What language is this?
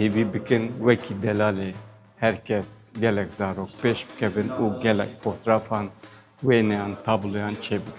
Kurdish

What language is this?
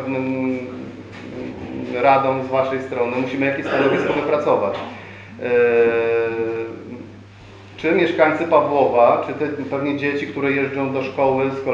Polish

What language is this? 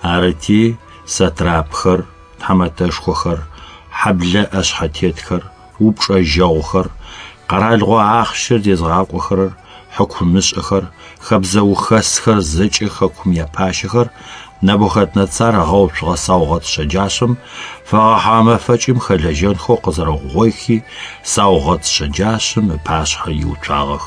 Adyghe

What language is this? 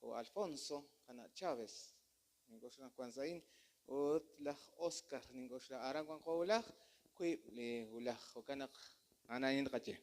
Kekchí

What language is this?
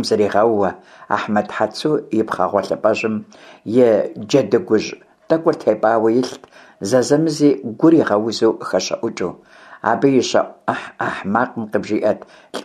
Kabardian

